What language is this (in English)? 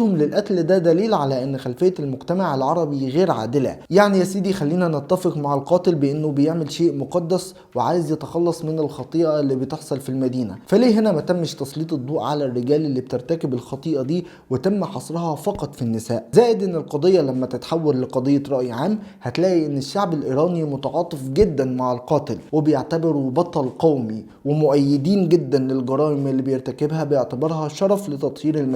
Egyptian Arabic